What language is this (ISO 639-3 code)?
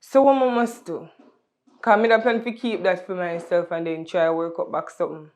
jam